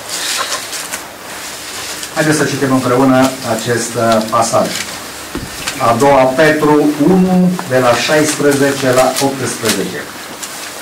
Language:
Romanian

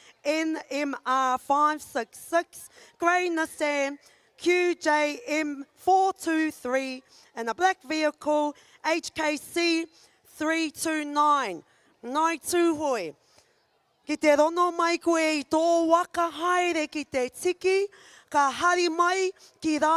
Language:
Māori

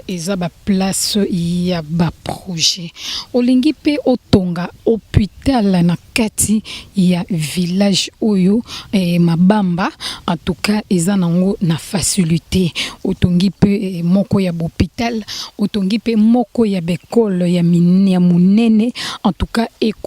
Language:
Lingala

